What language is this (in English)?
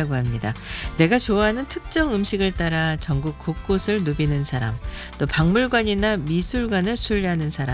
Korean